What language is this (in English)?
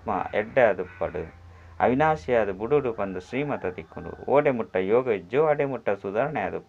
Tulu